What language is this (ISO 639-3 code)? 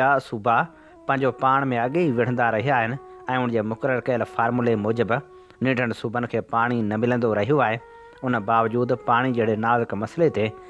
snd